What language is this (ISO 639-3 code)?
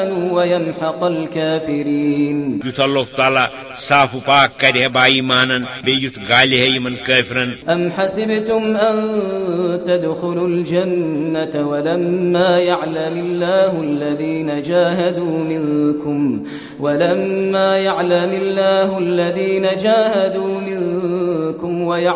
kas